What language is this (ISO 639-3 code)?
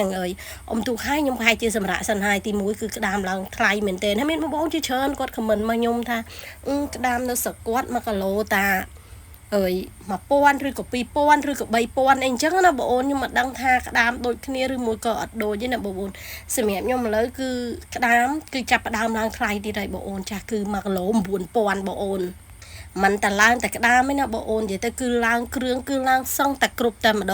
khm